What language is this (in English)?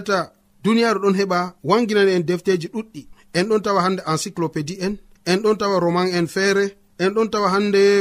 Nigerian Fulfulde